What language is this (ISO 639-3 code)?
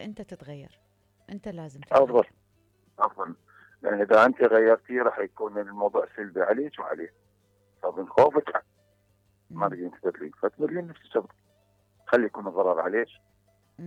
acm